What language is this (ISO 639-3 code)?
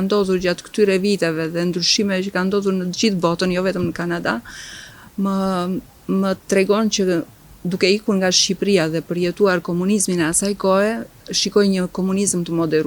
sqi